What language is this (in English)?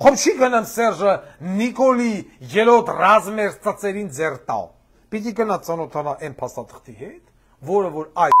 Armenian